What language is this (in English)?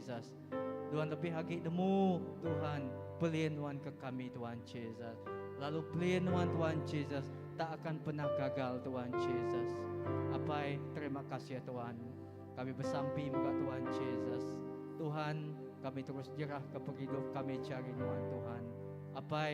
Iban